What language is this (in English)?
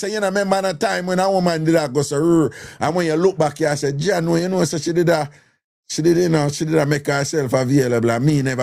Jamaican Creole English